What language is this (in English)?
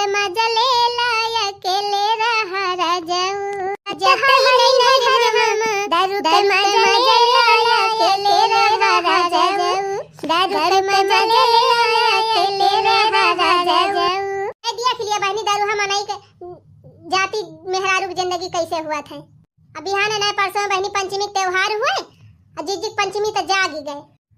Awadhi